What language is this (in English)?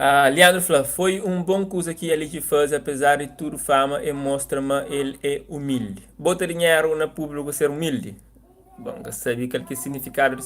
Kabuverdianu